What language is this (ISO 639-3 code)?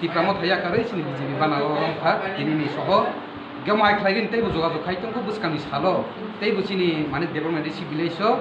trp